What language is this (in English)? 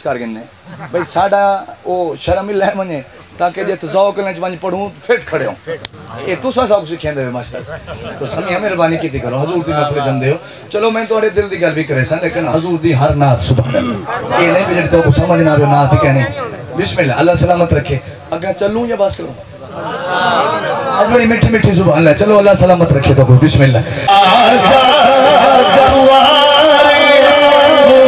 Saraiki